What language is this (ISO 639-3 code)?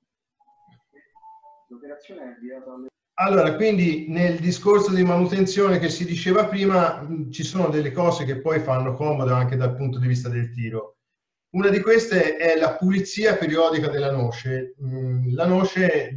ita